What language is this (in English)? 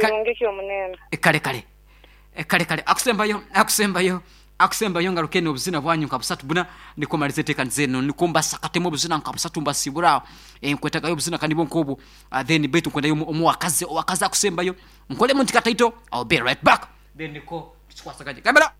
Nyoro